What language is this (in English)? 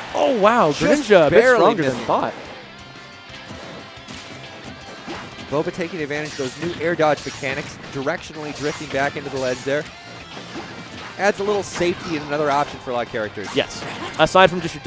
English